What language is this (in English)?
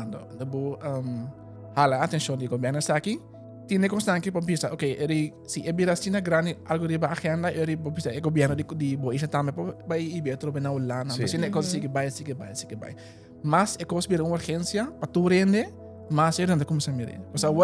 Papiamento